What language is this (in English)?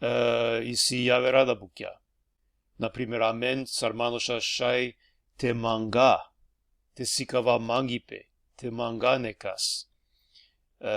Balkan Romani